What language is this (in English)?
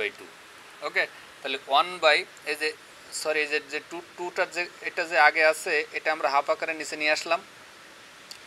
Bangla